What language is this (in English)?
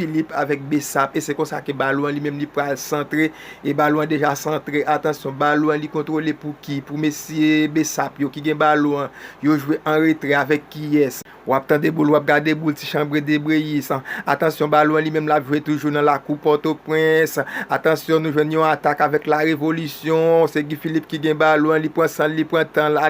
Haitian Creole